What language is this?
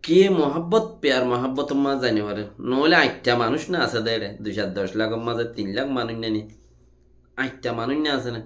Rohingya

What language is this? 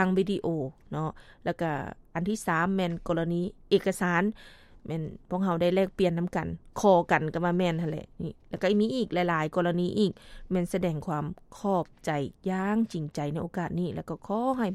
Lao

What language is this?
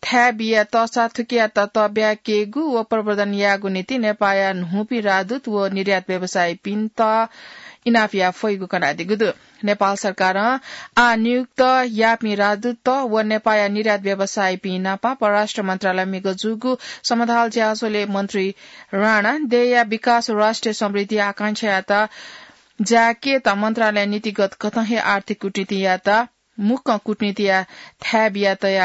Newari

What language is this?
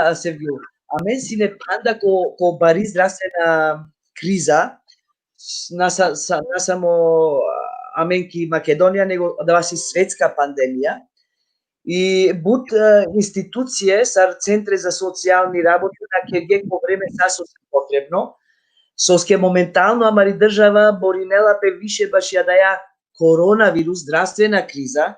Balkan Romani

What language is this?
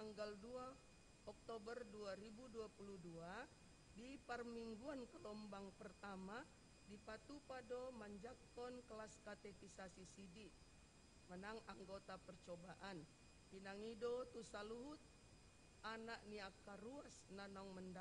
Batak Toba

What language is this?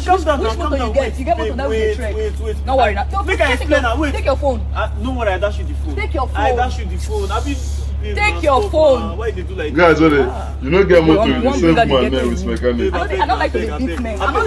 Nigerian Pidgin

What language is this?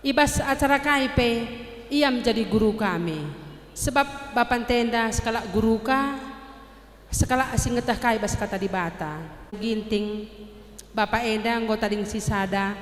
Batak Karo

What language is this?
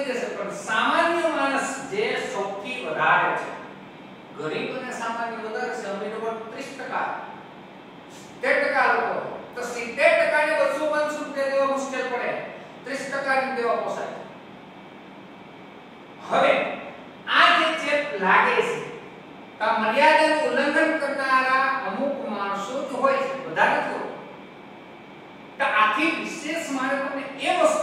Gujarati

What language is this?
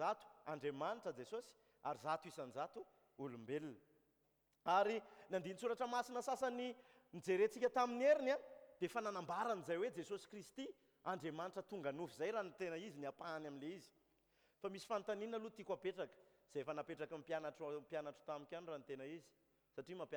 Malagasy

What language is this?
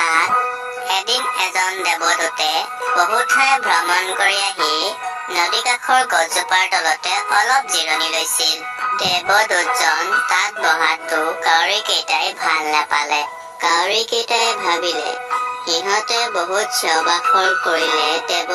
Assamese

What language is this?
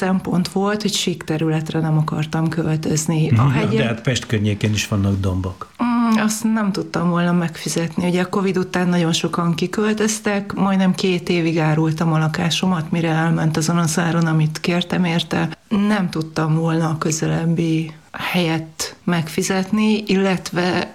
Hungarian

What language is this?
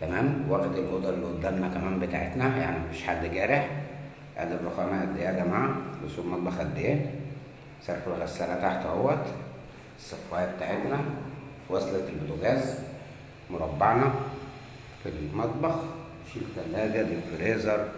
Egyptian Arabic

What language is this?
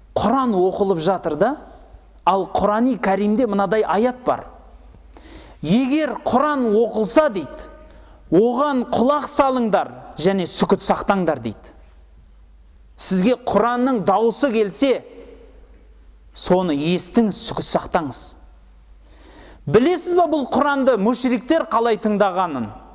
Kazakh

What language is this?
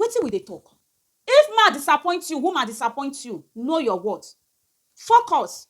Nigerian Pidgin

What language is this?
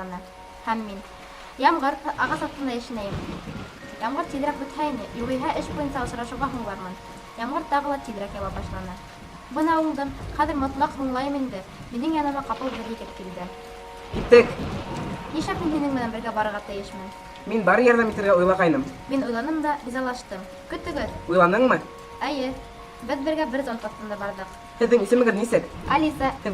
Bashkir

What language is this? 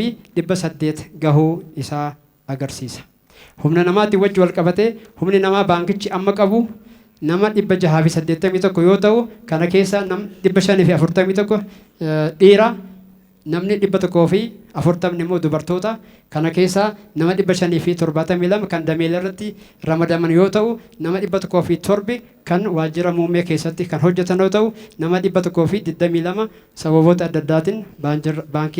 Oromo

